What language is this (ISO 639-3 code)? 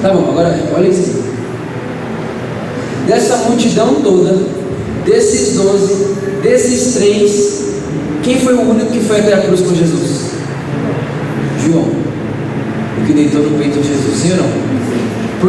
por